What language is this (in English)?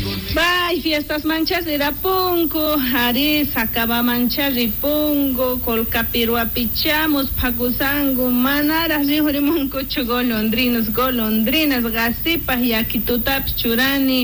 South Bolivian Quechua